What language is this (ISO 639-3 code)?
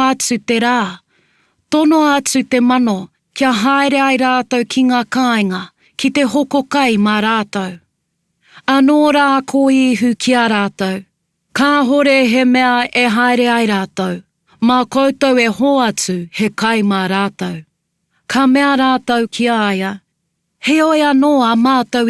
mri